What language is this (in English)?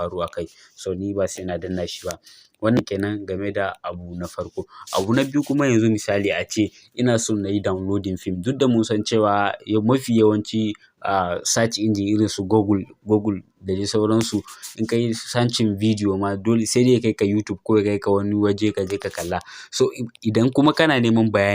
Hausa